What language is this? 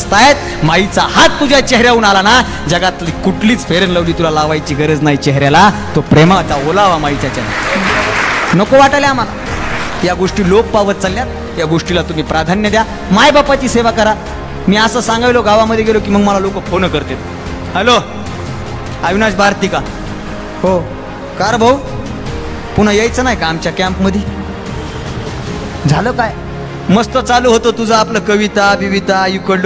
Marathi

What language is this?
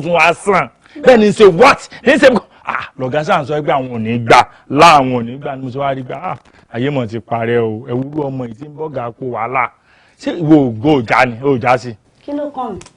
Yoruba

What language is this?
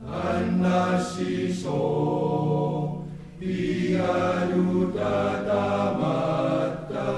Kalaallisut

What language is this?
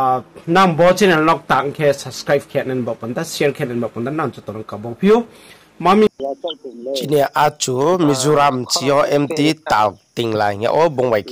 Riang (India)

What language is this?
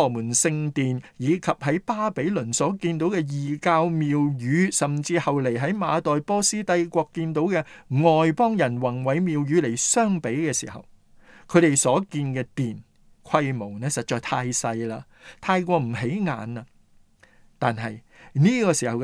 Cantonese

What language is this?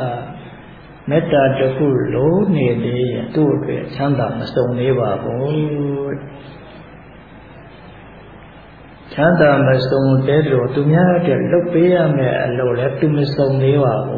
Burmese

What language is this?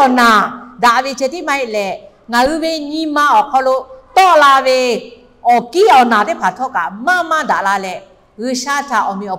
Lahu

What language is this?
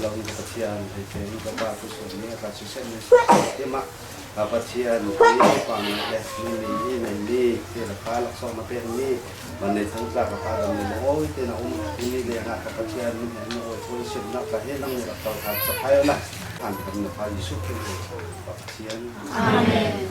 Falam Chin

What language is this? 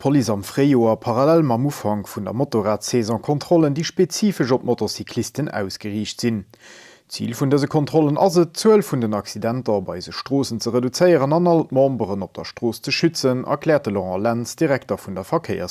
Luxembourgish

